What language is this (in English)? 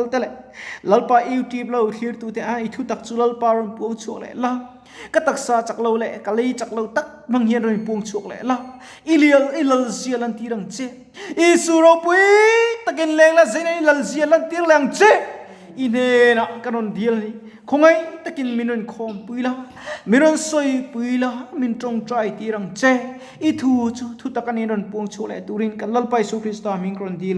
Mizo